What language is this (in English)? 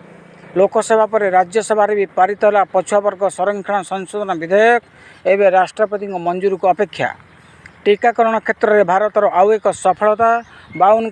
Odia